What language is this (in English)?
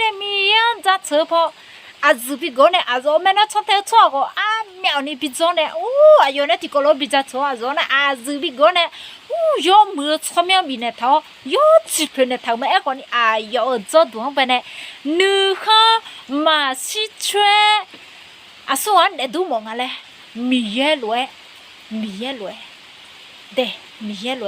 Akha